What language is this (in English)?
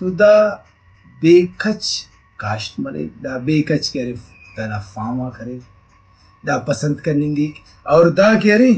Brahui